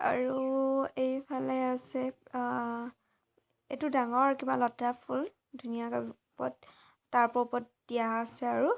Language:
Assamese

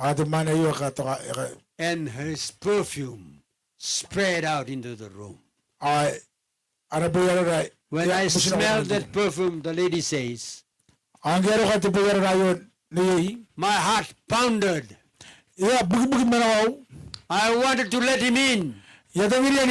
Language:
Gilbertese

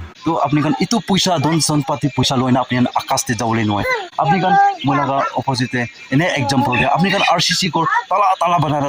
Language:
Naga Pidgin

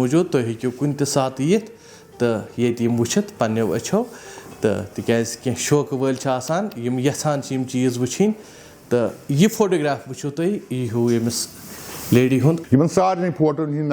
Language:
Kashmiri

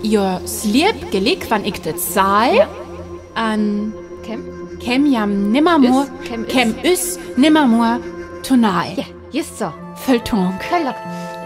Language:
Northern Frisian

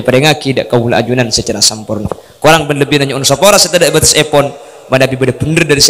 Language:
Madurese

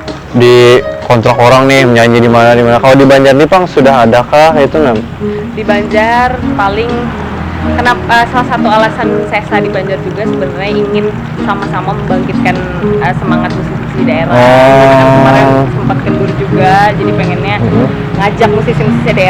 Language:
Banjar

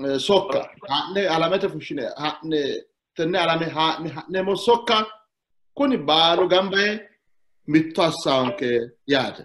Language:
Sidamo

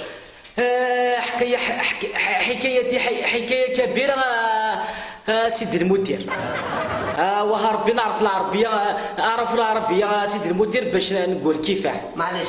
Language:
Kabyle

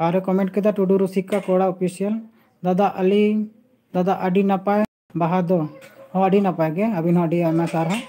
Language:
Santali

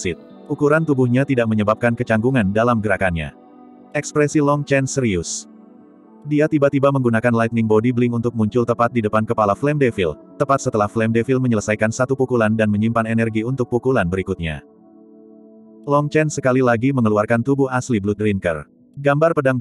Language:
Indonesian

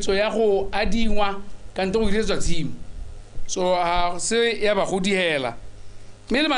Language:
Tswana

